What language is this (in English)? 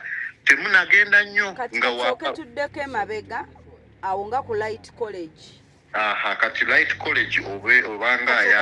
Ganda